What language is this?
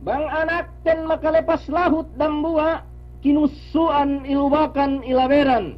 Yakan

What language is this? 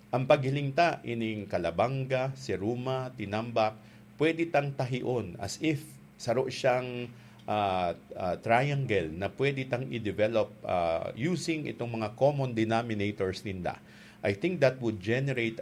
Bikol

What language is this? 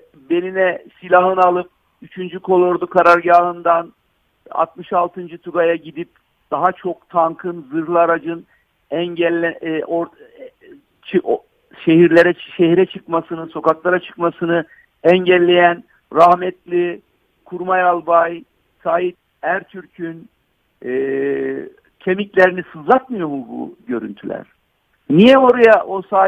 Turkish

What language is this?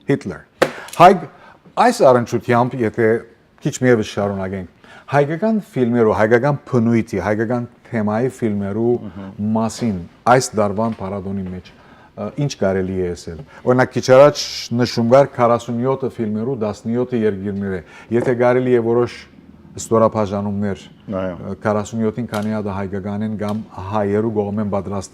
Western Armenian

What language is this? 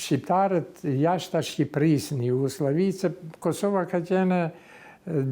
Albanian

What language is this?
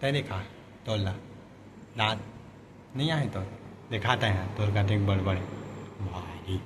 Chhattisgarhi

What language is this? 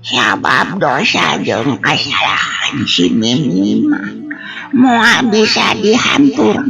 Sundanese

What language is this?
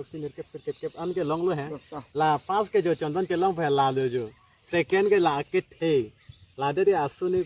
Karbi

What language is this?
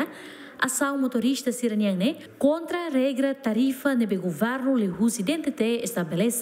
Tetum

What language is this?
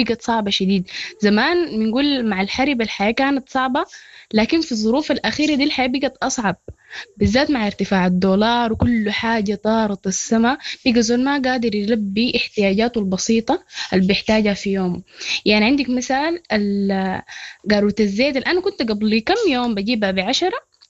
Sudanese Arabic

